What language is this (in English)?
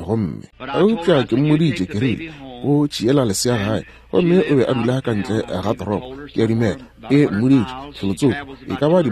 Northern Sotho